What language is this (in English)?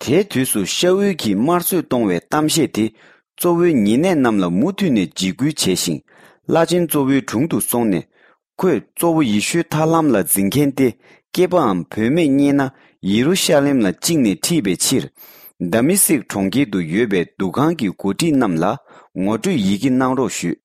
Tibetan